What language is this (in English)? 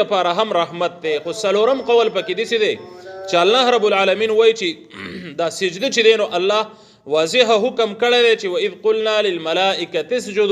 Pashto